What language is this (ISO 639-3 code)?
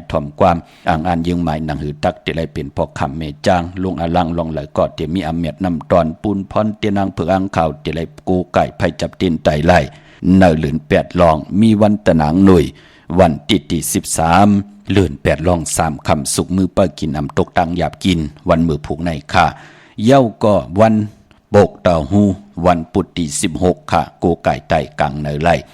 shn